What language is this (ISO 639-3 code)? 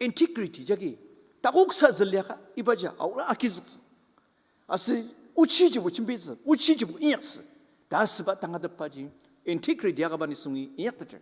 njo